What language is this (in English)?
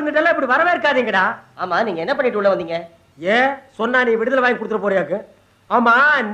Tamil